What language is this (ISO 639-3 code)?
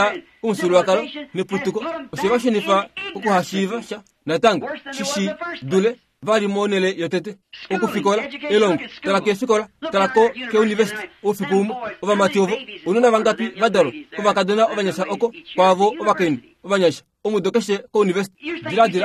kua